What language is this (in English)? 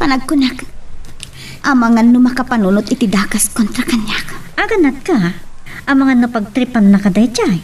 Iloko